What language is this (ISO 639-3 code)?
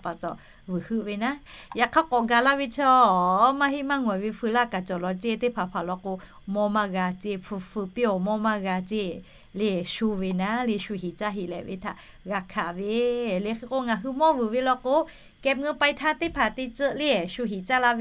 lhu